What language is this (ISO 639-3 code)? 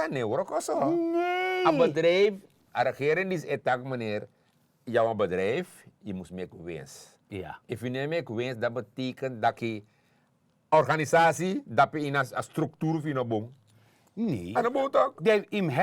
srn